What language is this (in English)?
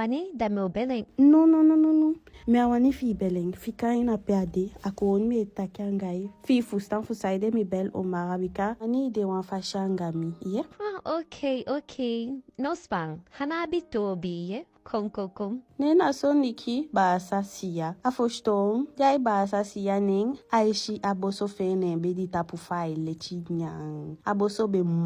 Eastern Maroon Creole